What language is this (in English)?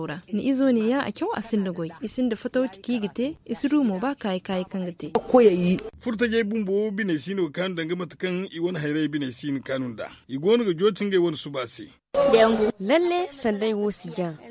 Zarma